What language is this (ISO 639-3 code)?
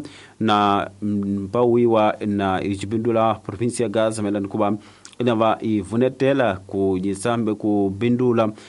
tso